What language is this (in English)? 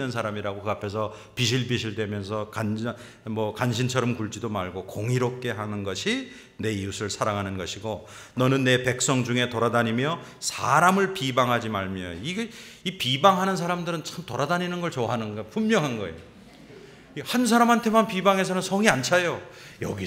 Korean